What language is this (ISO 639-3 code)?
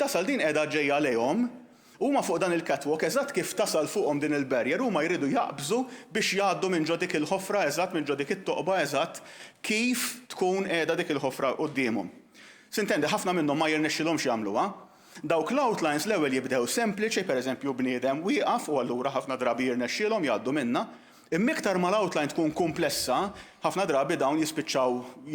mlt